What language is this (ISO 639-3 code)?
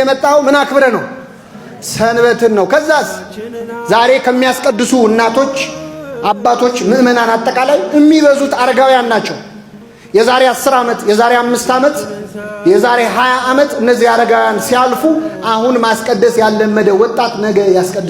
amh